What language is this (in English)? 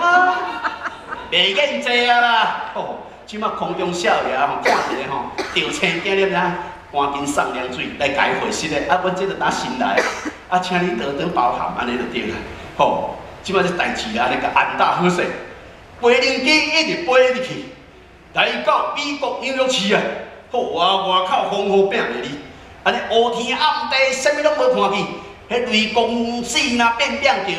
Min Nan Chinese